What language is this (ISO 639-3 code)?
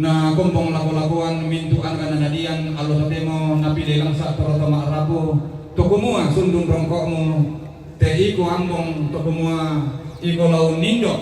sda